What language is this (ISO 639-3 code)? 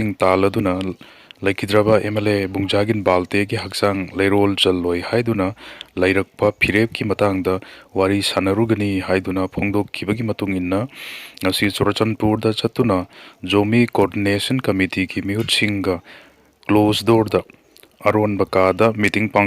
mni